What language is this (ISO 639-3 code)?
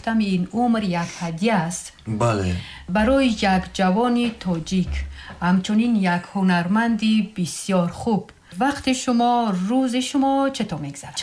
tgk